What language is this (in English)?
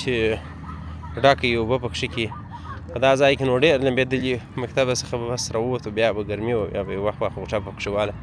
Pashto